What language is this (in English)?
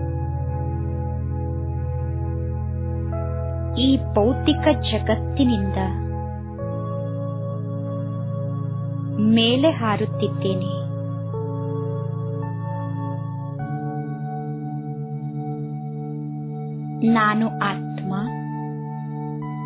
Kannada